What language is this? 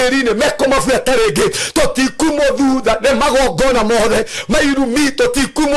Kikuyu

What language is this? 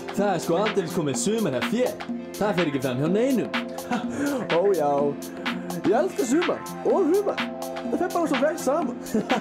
Icelandic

